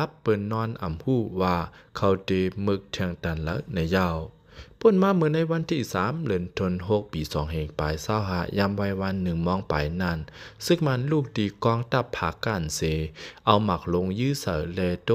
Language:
Lao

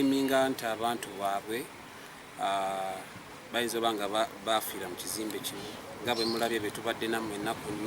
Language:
Ganda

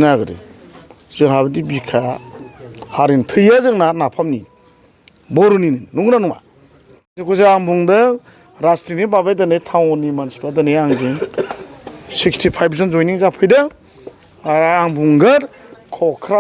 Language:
Bodo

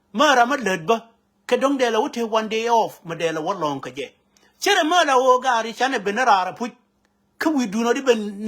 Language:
Nuer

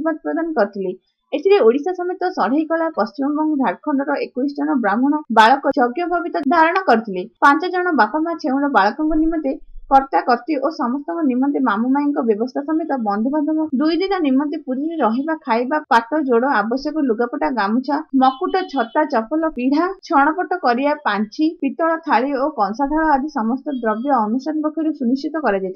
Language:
Odia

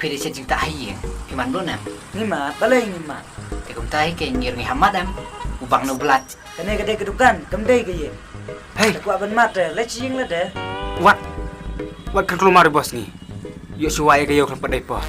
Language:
Khasi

